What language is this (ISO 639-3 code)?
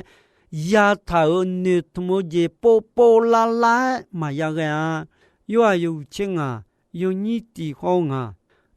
ahk